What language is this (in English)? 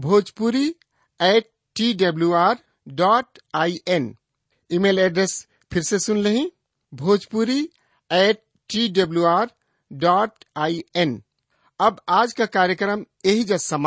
Bhojpuri